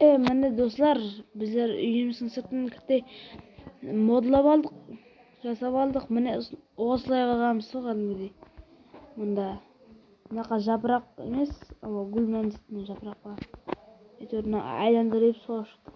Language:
Kara-Kalpak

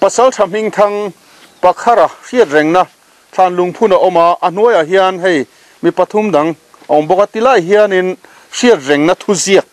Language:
Mizo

